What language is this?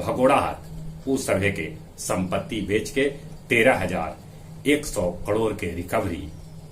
Magahi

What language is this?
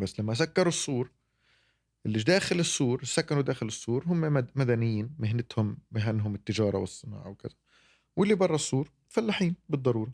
North Levantine Arabic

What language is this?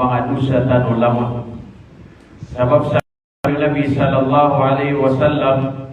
Maranao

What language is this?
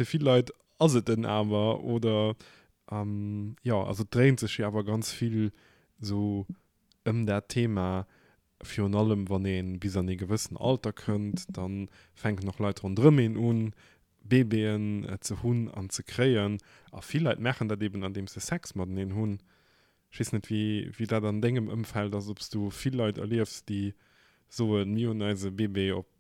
Luxembourgish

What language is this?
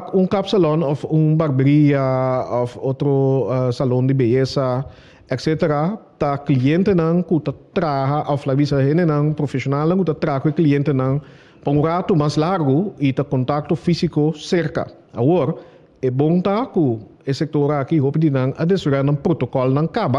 Papiamento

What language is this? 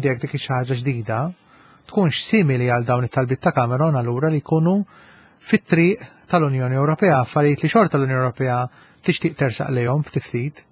Maltese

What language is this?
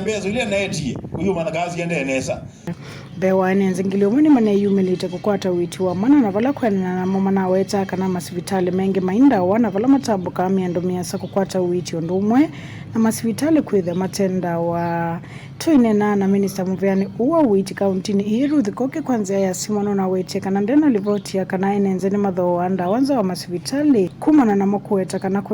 Kamba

